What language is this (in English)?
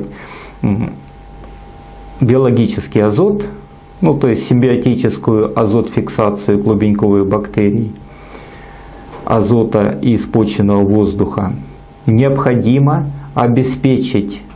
Russian